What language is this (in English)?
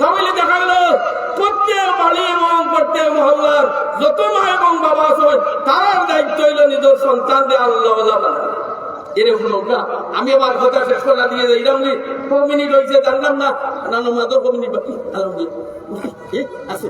Sylheti